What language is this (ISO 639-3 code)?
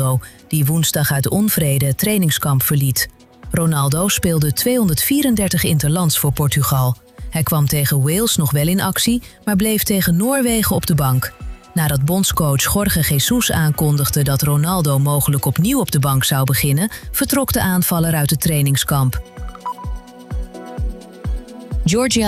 nld